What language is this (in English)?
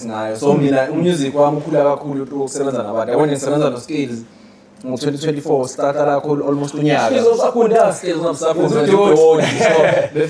Zulu